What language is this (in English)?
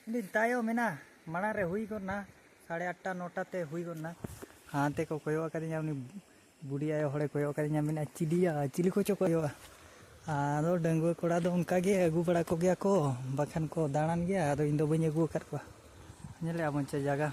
Santali